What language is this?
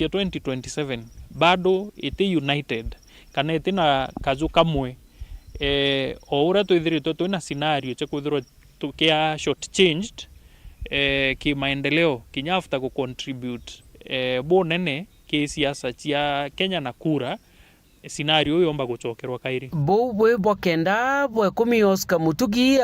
Meru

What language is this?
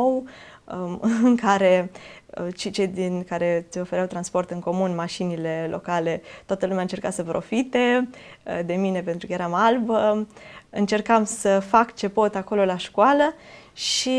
Romanian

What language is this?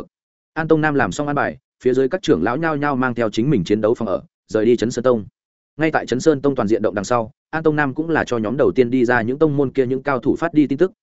Vietnamese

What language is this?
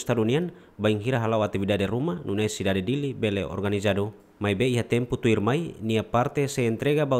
Tetum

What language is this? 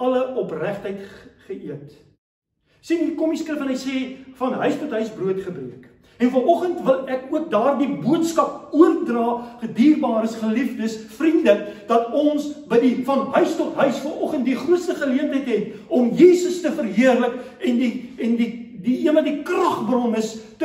Afrikaans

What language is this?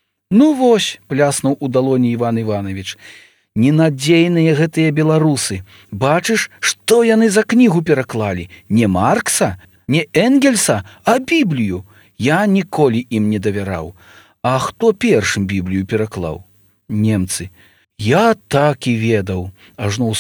Belarusian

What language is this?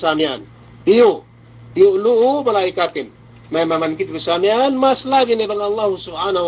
Yakan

